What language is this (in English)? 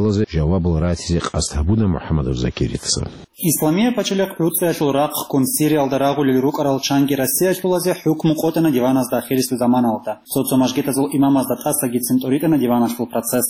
Avaric